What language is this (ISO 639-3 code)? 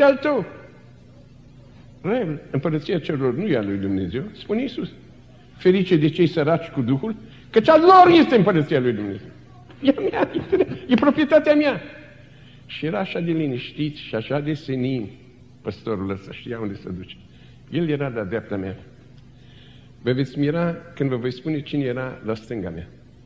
ron